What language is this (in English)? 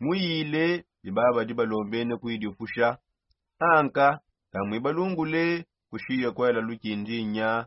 Songe